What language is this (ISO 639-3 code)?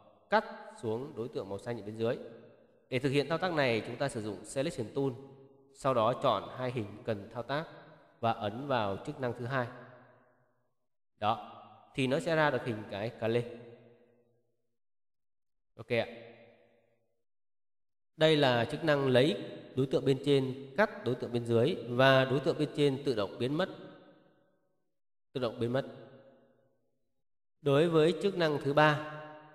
vie